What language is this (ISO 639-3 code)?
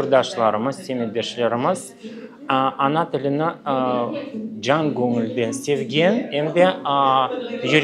crh